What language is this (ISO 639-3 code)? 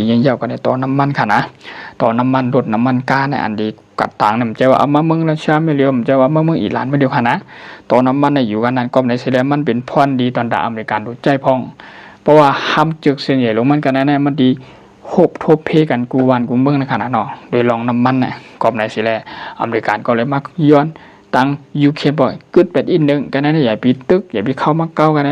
shn